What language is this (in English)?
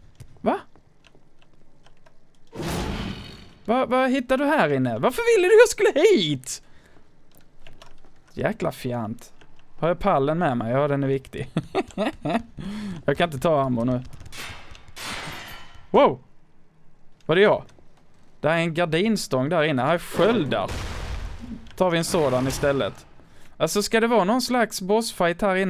Swedish